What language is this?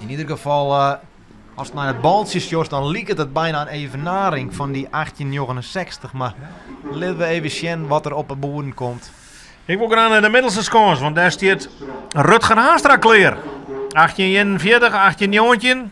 Western Frisian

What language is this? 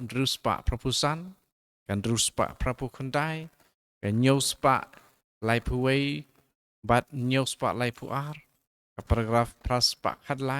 Khasi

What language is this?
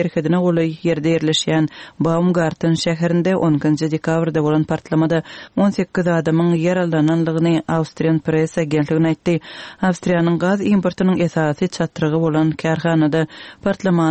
Turkmen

